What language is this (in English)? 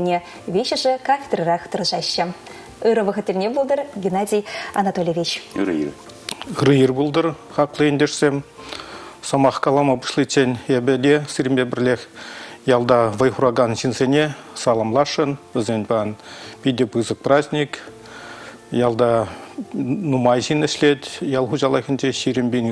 Chuvash